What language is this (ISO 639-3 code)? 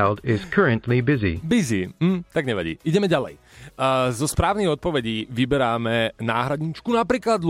slk